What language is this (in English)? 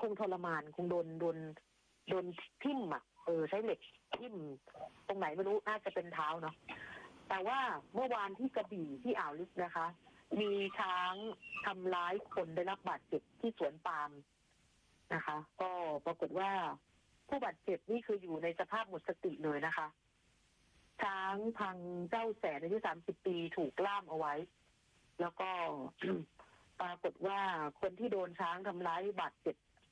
Thai